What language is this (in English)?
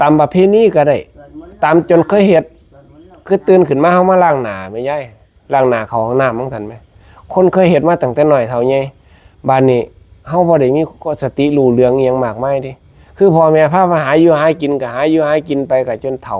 Northeastern Thai